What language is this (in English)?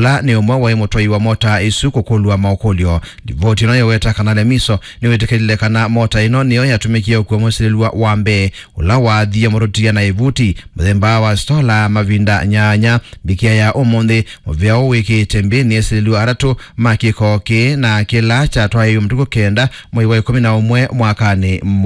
Kamba